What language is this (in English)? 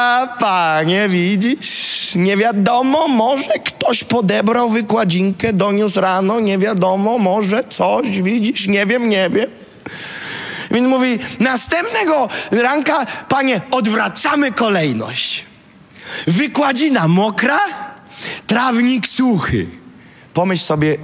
Polish